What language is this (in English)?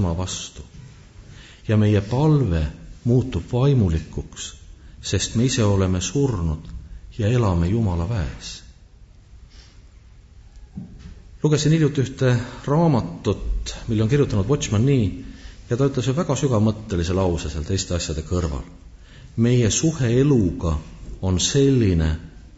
Estonian